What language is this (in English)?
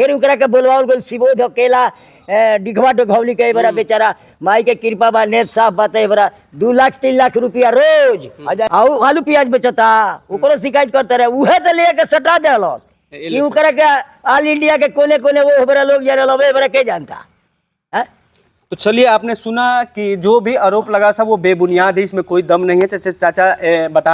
Bhojpuri